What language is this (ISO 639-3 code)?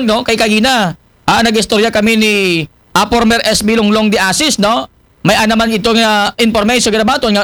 akl